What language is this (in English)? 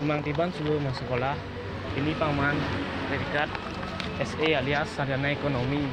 Balinese